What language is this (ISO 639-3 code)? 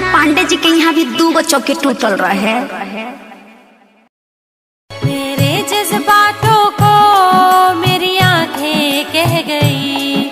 bho